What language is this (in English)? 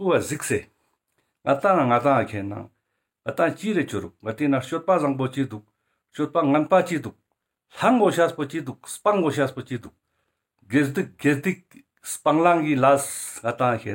Ladakhi